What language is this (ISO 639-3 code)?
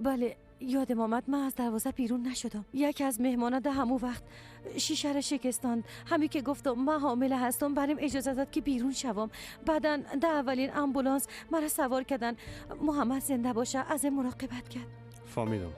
fas